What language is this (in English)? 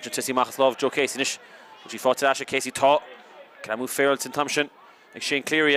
Irish